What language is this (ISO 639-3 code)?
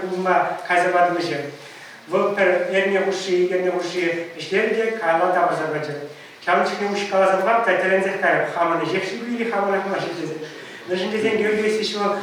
chv